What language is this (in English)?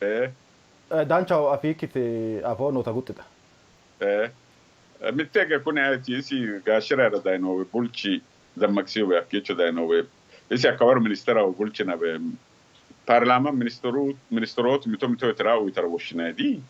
Sidamo